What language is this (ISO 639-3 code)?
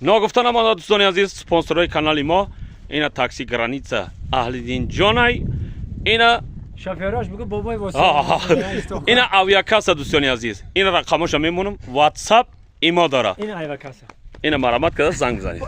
tgk